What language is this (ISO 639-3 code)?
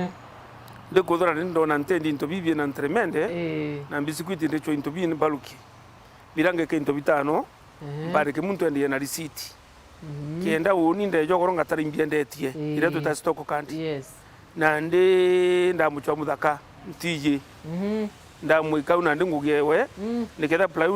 mer